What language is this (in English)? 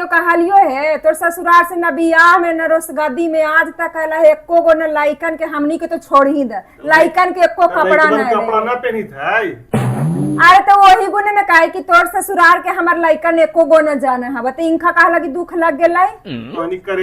Magahi